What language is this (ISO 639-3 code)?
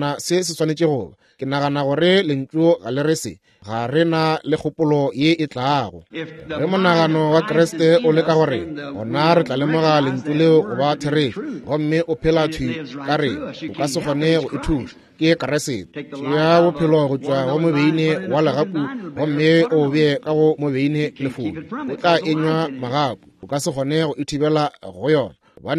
nso